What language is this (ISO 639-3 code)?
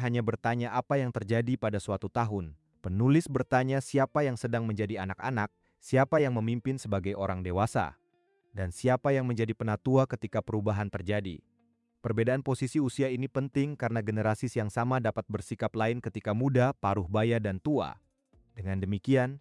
ind